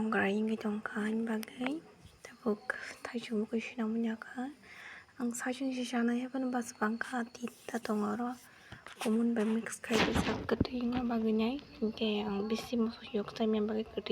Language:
Kok Borok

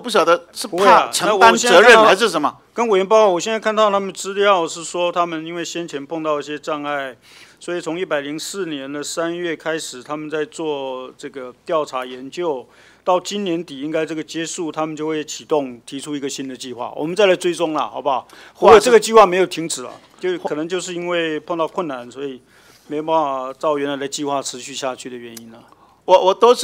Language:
Chinese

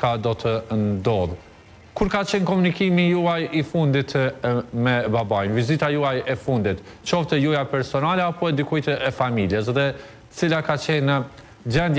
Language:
Albanian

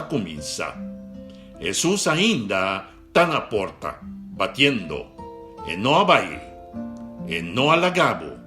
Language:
Papiamento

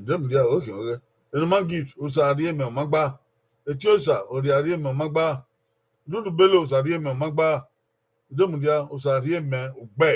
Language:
Bini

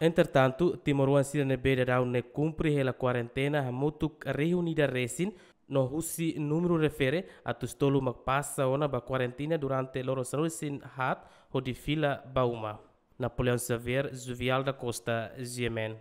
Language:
Tetum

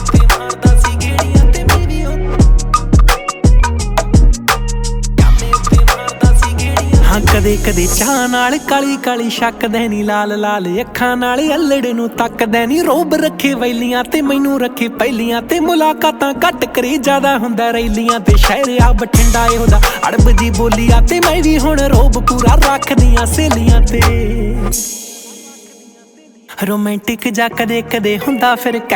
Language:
Punjabi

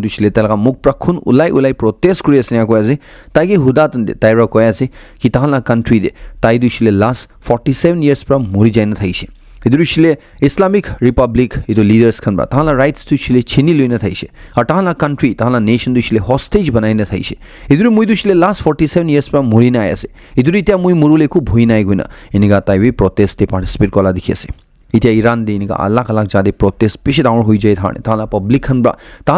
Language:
Naga Pidgin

